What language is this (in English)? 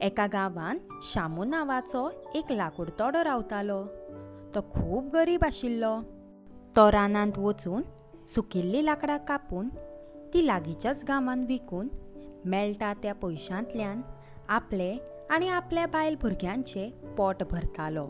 Konkani